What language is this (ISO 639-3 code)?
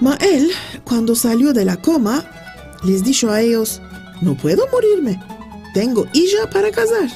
lad